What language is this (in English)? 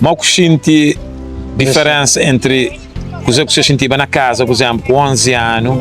Kabuverdianu